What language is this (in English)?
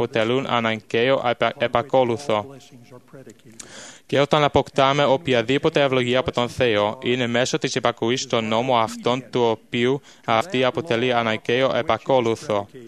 Greek